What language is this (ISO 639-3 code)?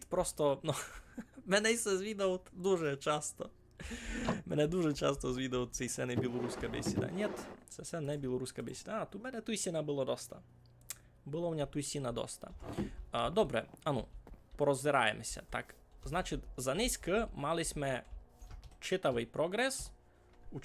rue